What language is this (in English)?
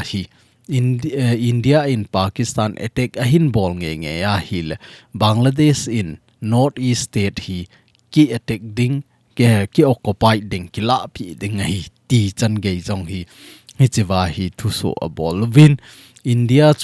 Thado Chin